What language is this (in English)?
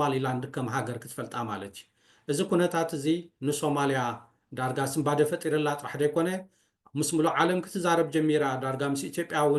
Tigrinya